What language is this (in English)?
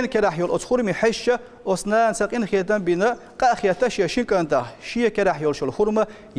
Chechen